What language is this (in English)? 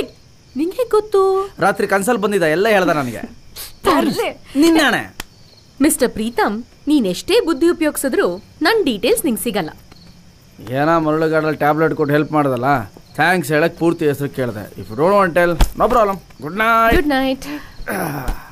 Kannada